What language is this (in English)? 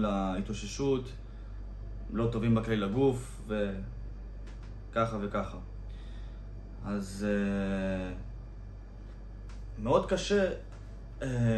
Hebrew